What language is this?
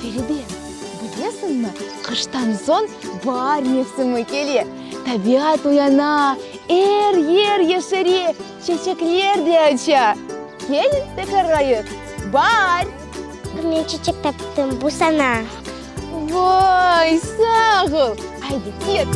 Crimean Tatar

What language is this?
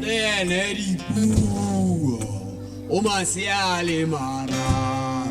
Tswana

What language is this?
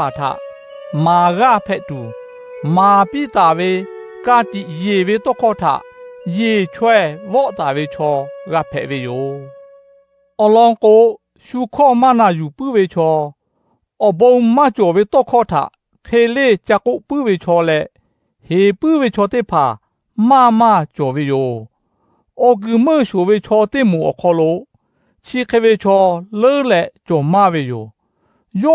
Lahu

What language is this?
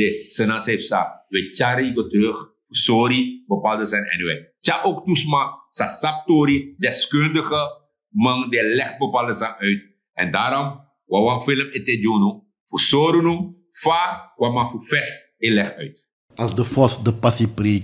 Sranan Tongo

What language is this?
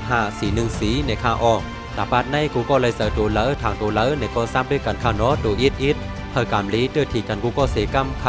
Shan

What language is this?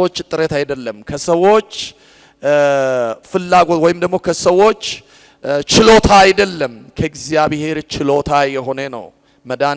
Amharic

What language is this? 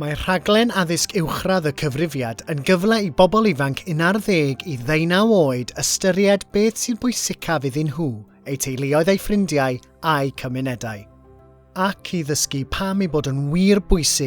Welsh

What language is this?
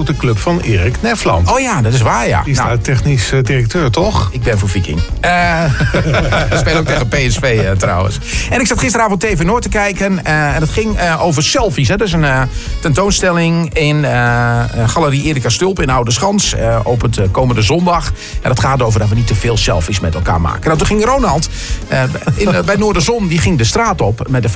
Dutch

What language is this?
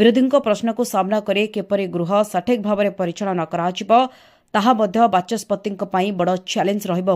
Odia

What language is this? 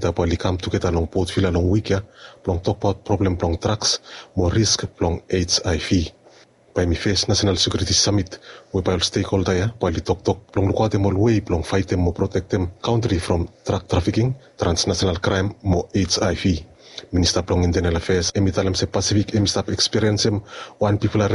Bislama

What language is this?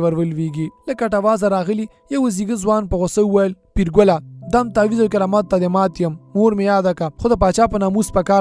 Pashto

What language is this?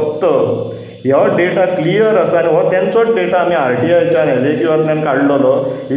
Konkani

